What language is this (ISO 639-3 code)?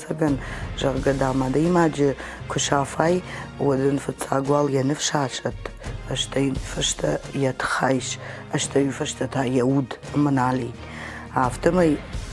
oss